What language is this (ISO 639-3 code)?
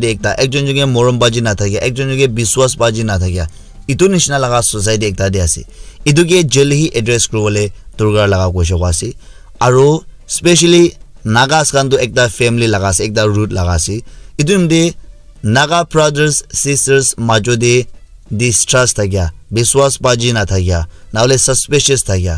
nag